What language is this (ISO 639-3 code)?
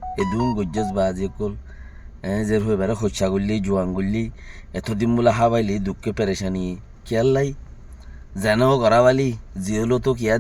rhg